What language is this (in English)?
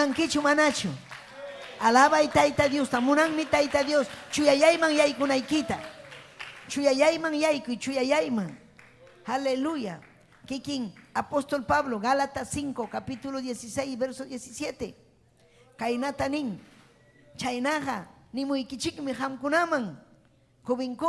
Ayacucho Quechua